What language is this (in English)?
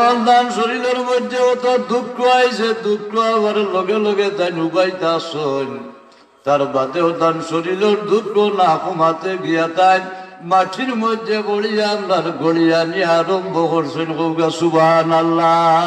Sylheti